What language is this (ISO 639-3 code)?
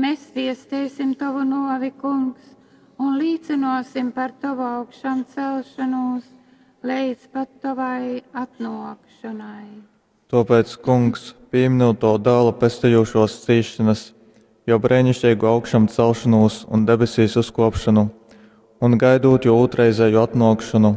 ltg